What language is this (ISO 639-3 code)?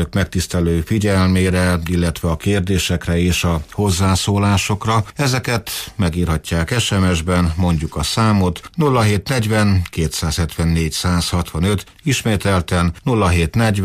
hun